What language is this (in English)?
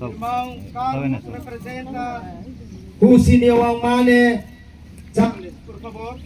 Tetum